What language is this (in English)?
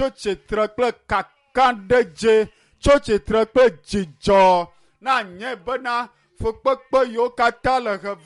Ewe